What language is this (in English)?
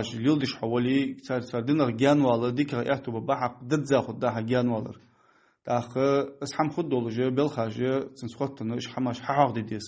Ingush